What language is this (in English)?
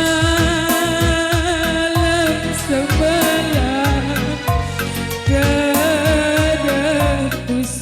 Batak Karo